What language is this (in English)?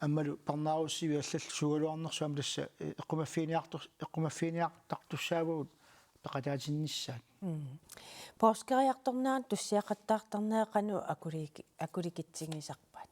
Kalaallisut